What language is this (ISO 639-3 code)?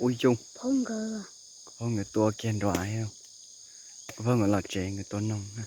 hmn